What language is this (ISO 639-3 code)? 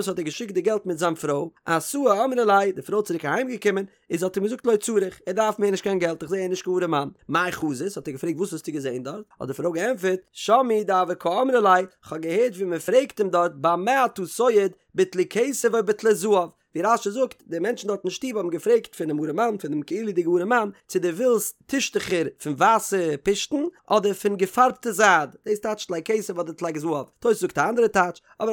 yid